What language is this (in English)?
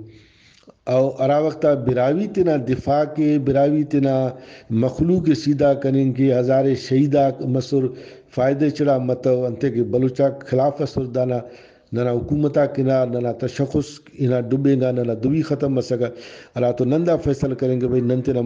Brahui